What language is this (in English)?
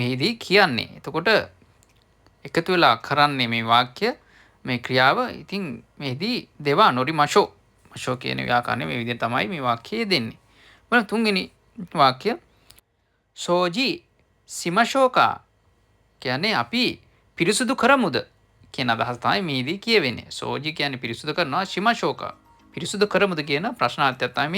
Sinhala